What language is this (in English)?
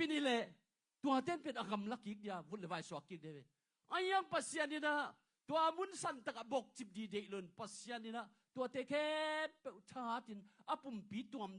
Tedim Chin